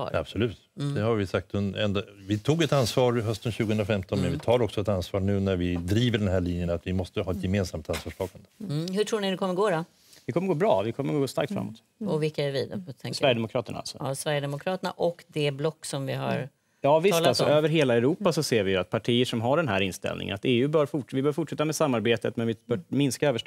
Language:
Swedish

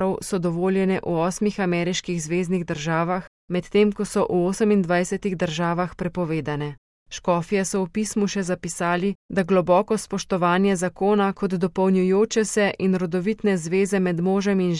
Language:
Slovenian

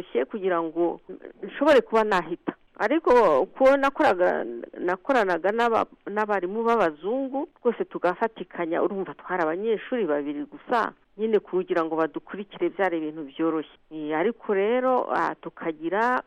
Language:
Kinyarwanda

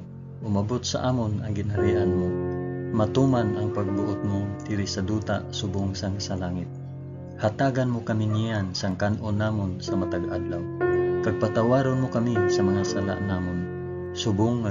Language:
Hiligaynon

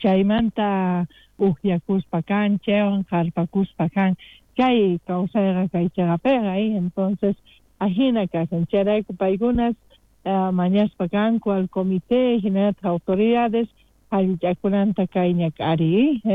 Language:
South Bolivian Quechua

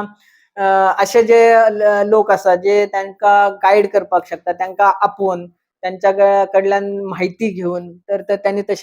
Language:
Konkani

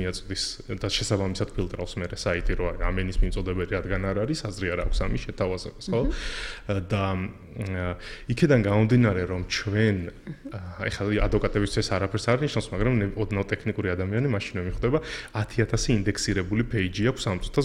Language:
Georgian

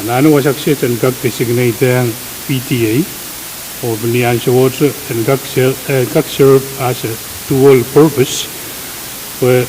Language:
Pohnpeian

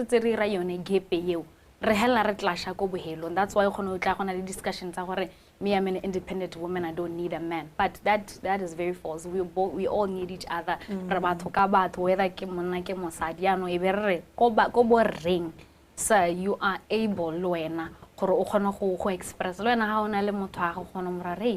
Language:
Tswana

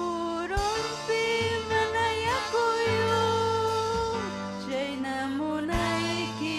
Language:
Ayacucho Quechua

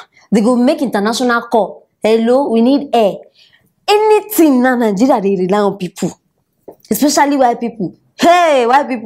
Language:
Nigerian Pidgin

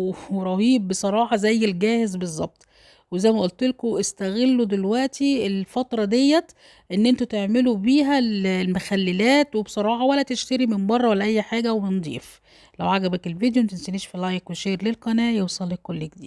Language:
Egyptian Arabic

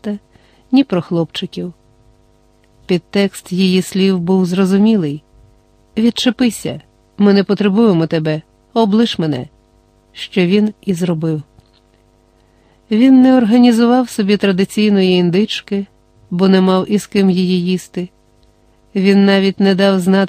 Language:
Ukrainian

